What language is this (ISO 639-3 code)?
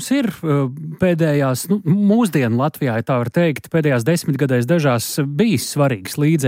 lav